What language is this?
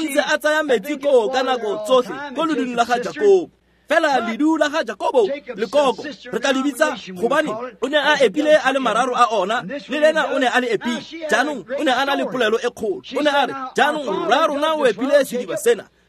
Tswana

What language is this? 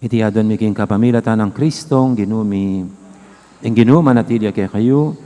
Pampanga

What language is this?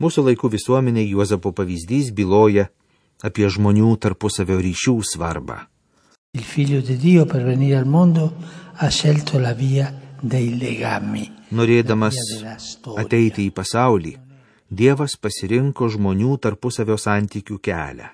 Lithuanian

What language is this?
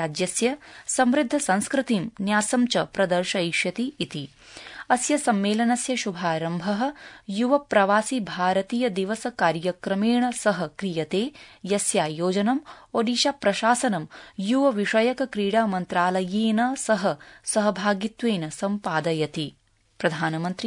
Sanskrit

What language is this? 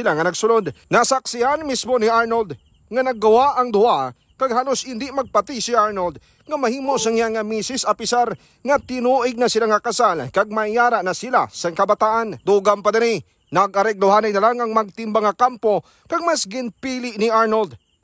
Hiligaynon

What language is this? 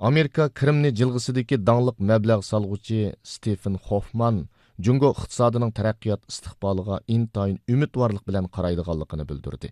Uyghur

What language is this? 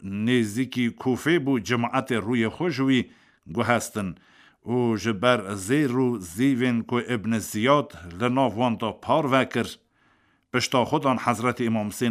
Kurdish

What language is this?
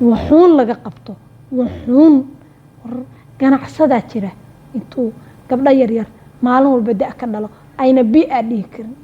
Somali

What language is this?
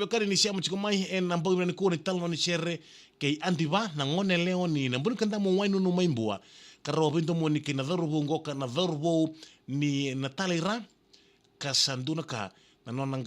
Fijian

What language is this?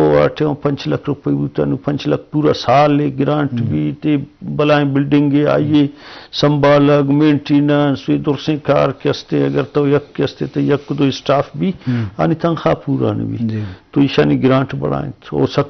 Eastern Balochi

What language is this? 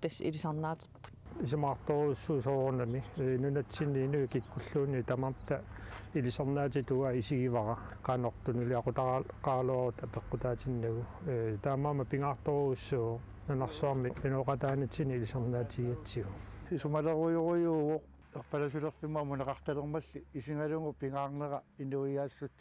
Kalaallisut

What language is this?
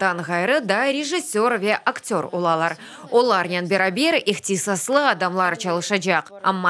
Crimean Tatar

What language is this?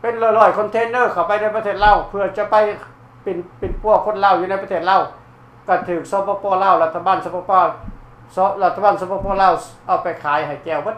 Lao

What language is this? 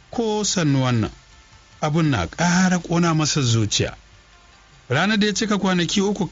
Hausa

